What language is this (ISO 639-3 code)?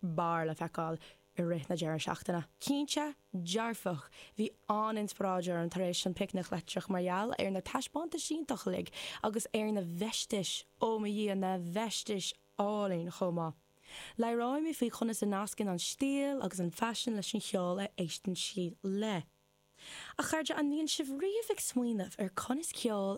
gle